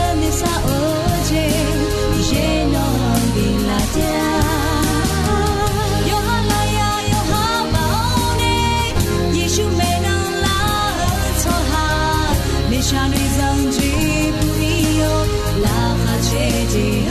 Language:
Akha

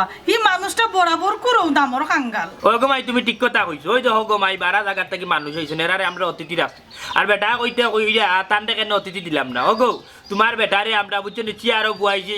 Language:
Sylheti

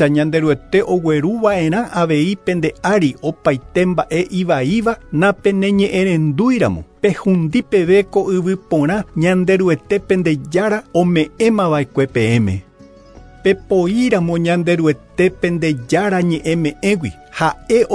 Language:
Guarani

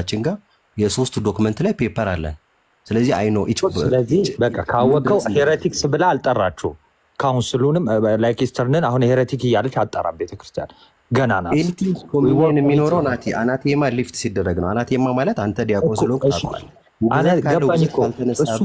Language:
Amharic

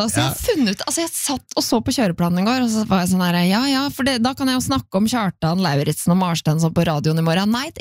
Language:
Norwegian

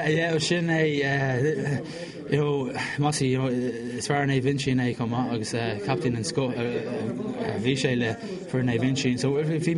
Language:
Irish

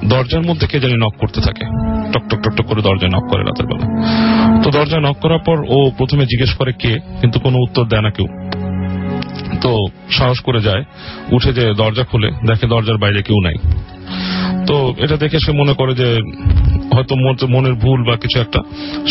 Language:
Bangla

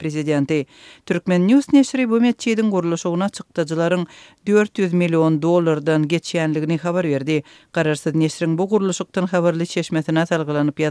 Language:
Turkmen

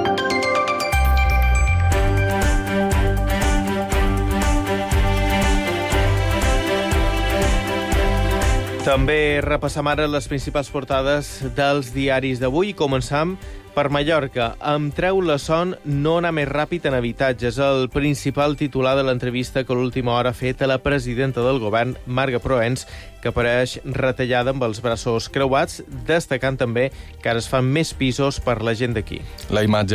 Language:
Catalan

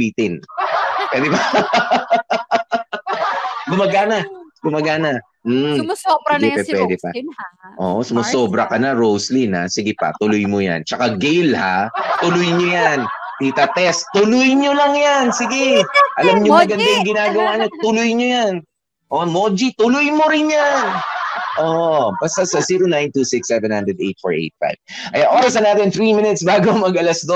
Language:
Filipino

